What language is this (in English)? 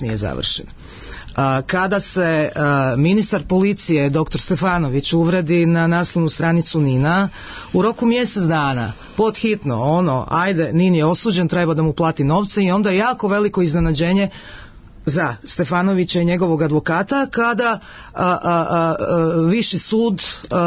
Serbian